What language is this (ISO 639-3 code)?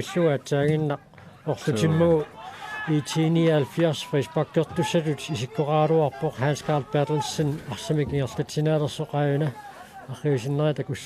kal